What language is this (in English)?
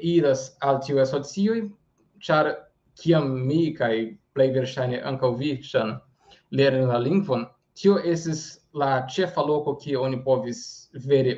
Esperanto